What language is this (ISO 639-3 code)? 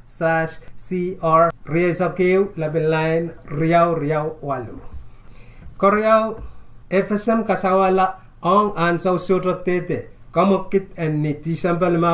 pon